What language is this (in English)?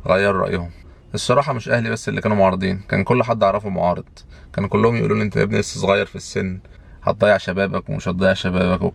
Egyptian Arabic